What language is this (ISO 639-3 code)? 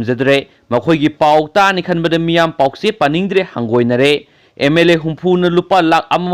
mni